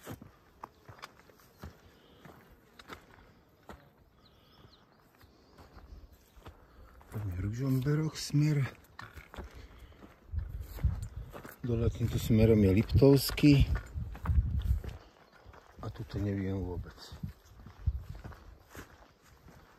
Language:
Slovak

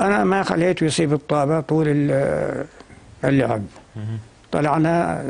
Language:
North Levantine Arabic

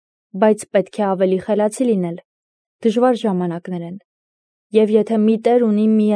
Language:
Armenian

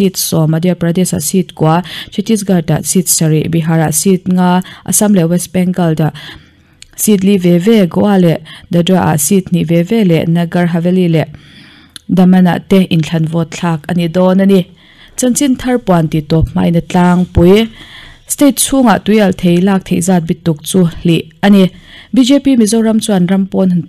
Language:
Mizo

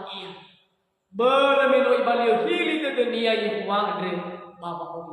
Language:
Nias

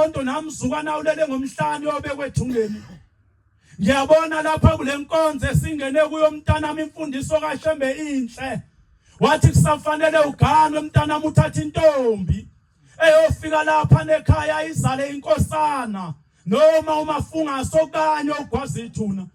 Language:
Zulu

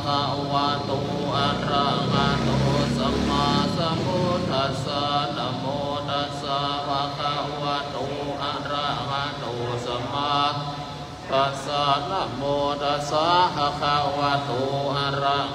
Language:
Pali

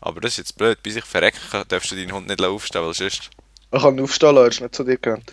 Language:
Swiss German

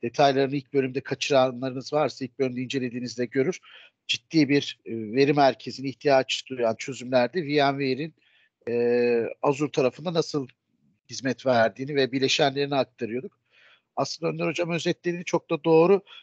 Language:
Turkish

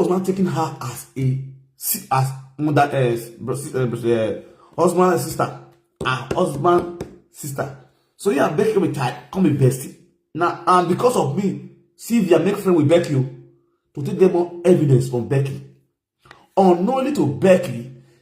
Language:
Nigerian Pidgin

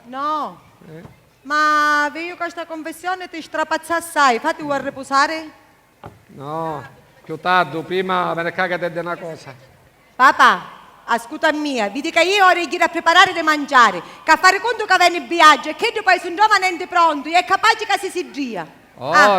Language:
Sicilian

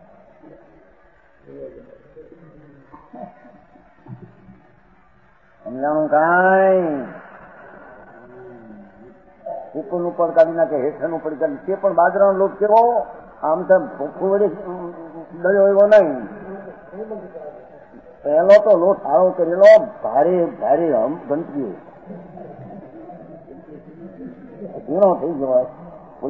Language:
Gujarati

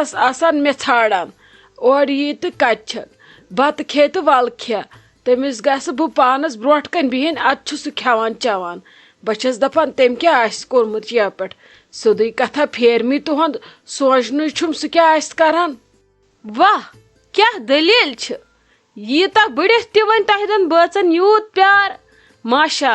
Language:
Kashmiri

